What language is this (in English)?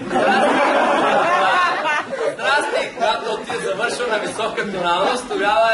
Bulgarian